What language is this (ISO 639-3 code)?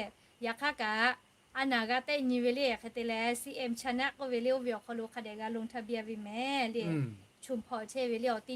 lhu